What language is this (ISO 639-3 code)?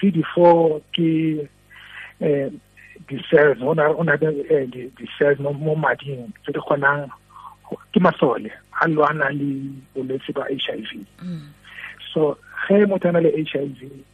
tsn